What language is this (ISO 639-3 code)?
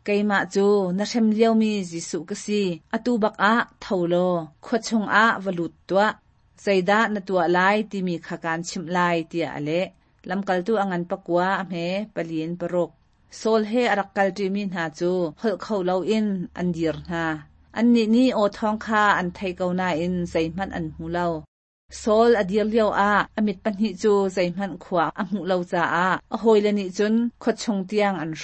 cnh